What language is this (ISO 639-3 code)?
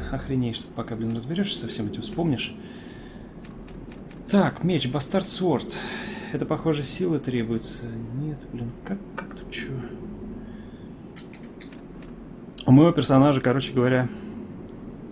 rus